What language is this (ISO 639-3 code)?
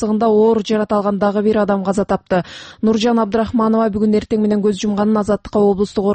kir